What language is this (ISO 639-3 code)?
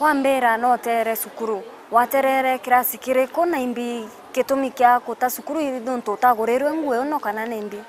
mer